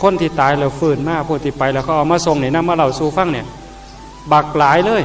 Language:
Northeastern Thai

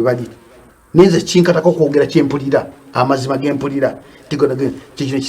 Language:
Ganda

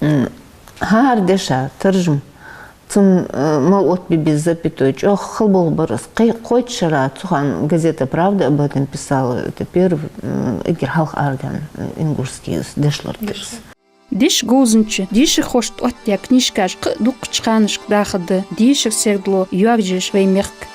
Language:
Ingush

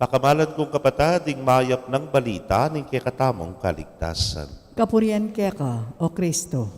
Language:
Pampanga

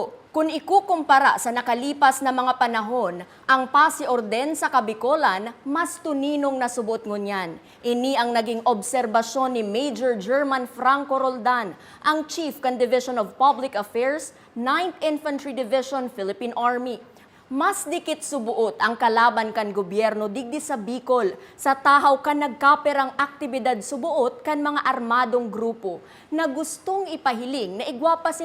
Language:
Bikol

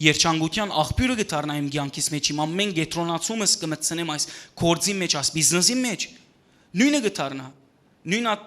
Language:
Western Armenian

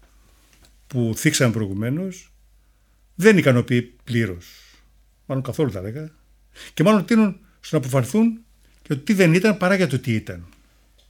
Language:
Greek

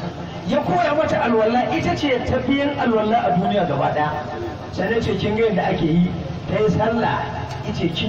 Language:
Hausa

